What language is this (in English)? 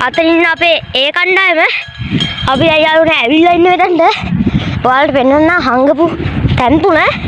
Sinhala